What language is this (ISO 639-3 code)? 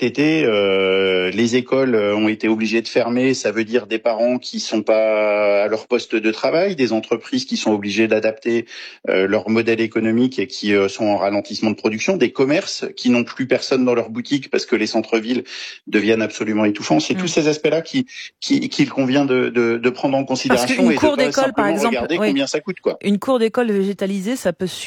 fra